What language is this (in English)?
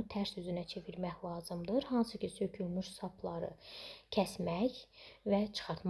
Azerbaijani